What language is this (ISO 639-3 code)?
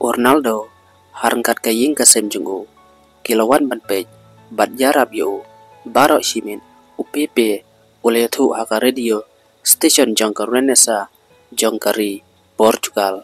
kha